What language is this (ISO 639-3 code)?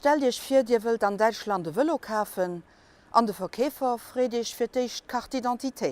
ltz